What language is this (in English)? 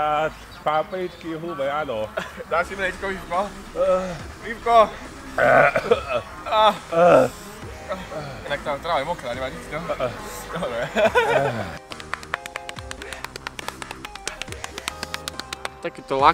Slovak